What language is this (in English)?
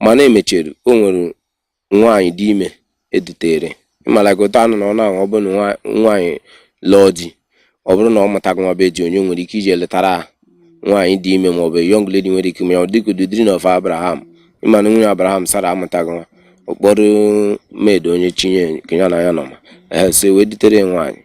Igbo